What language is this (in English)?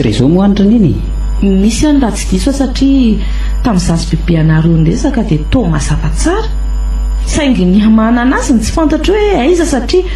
Malagasy